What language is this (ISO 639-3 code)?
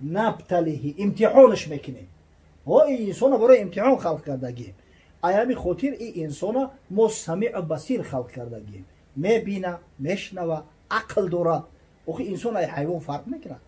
tgk